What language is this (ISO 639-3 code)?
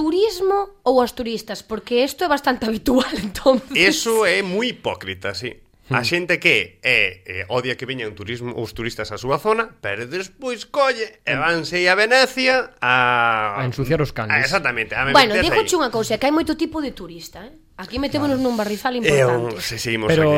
glg